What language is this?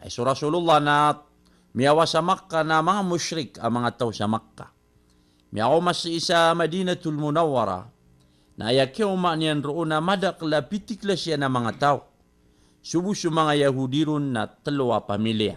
Maranao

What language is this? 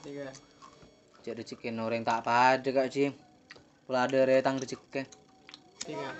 Madurese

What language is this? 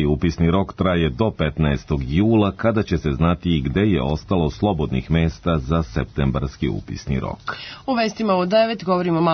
Serbian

